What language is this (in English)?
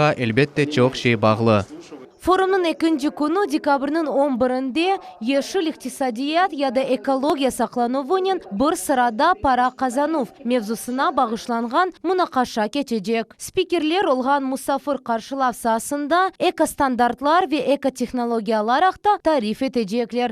Crimean Tatar